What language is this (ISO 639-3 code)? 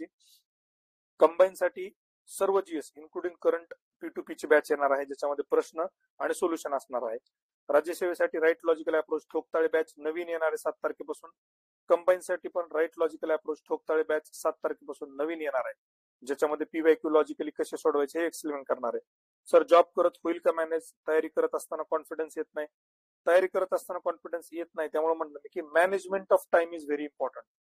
mar